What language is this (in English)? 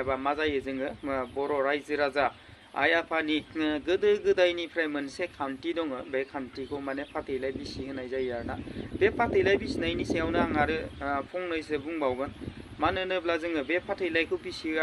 Bodo